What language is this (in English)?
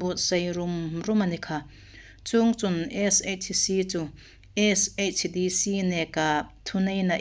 Hmar